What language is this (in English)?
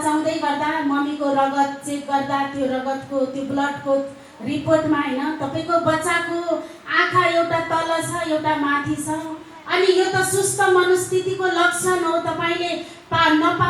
Nepali